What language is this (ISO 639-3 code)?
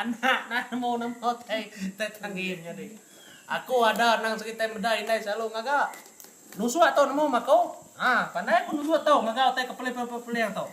iba